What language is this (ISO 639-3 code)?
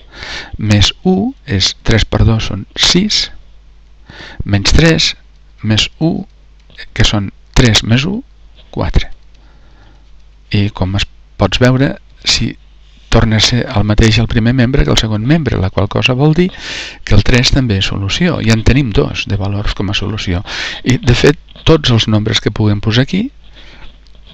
cat